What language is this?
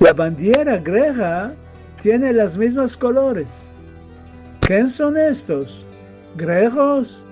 Ladino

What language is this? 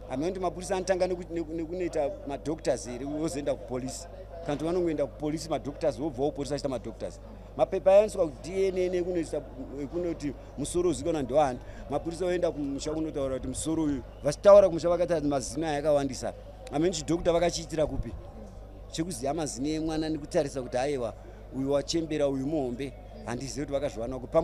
Shona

